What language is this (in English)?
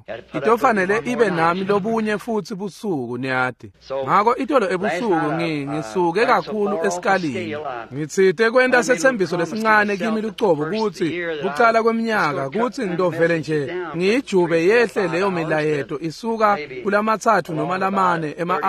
Swati